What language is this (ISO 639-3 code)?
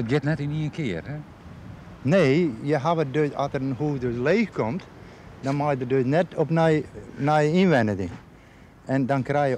fry